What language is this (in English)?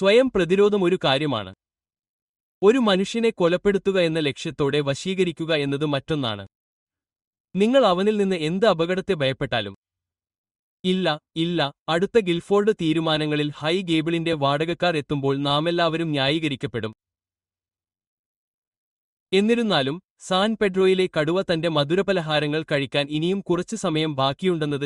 Malayalam